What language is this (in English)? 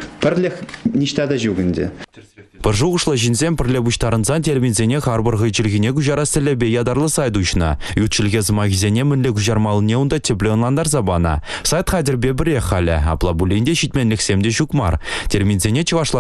Chuvash